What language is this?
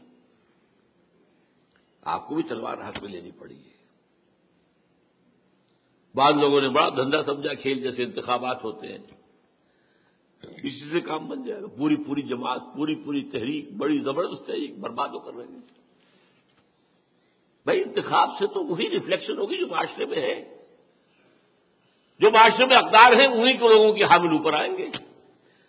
Urdu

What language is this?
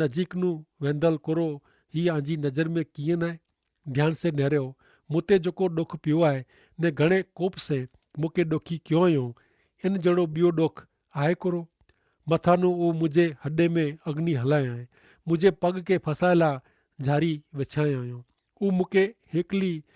Kachhi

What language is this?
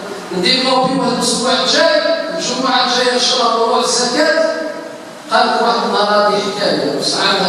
Algerian Arabic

